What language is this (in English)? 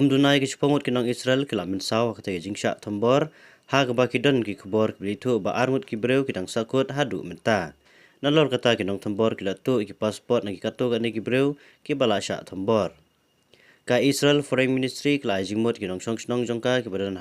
Khasi